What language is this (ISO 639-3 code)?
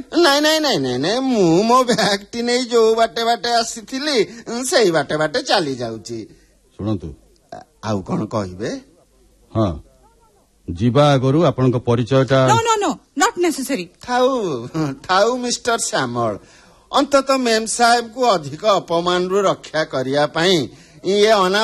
ori